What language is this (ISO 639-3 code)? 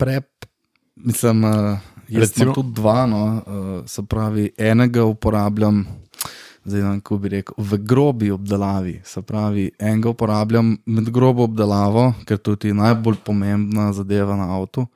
slv